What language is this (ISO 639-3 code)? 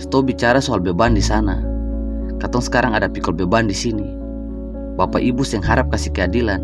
abs